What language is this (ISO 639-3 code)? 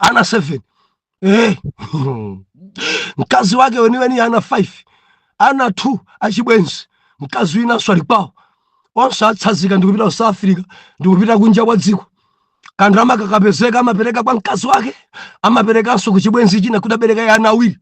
nya